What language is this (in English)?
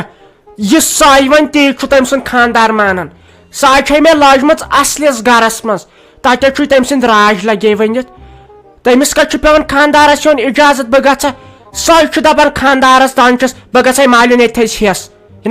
Kashmiri